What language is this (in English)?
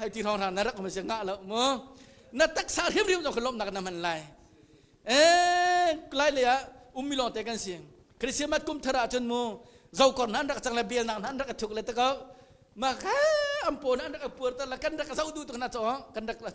Hakha Chin